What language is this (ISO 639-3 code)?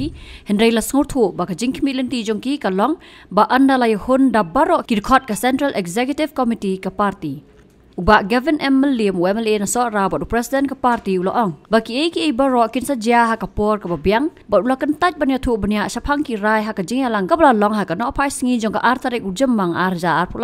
kha